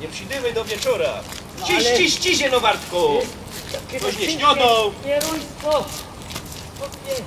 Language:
Silesian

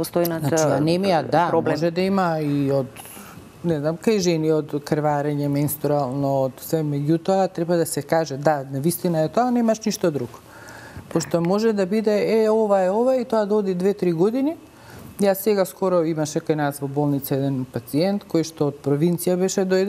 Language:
Macedonian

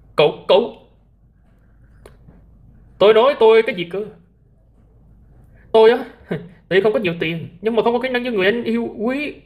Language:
Vietnamese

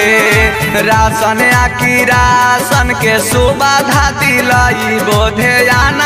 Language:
Bhojpuri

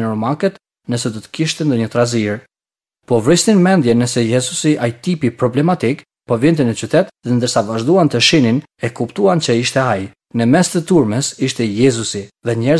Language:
Albanian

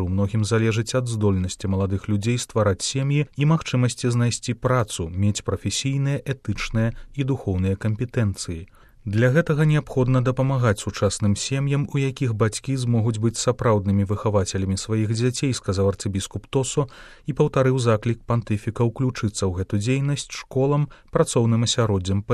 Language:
Belarusian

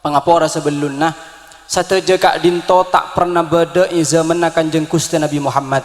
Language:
Madurese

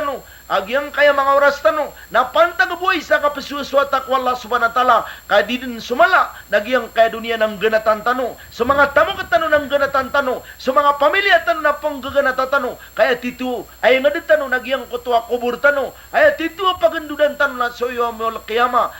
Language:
Maranao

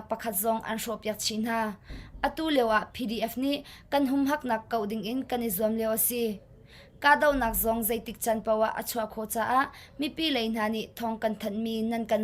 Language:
Hakha Chin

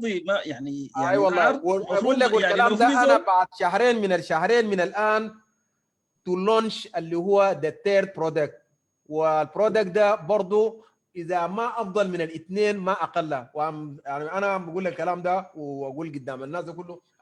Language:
Sudanese Arabic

